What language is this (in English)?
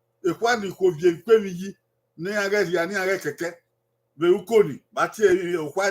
Bini